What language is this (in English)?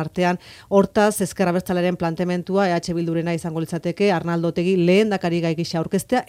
Basque